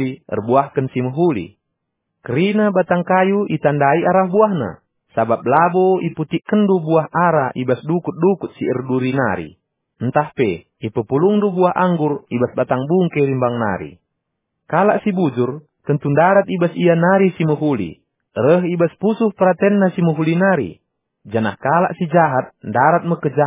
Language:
Batak Karo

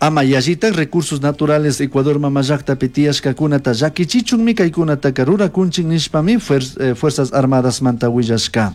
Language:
Chimborazo Highland Quichua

